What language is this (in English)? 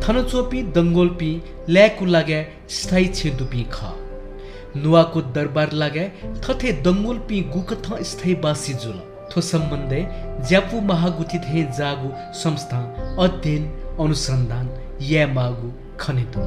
Newari